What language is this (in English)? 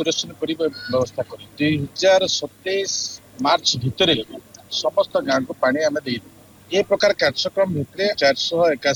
Odia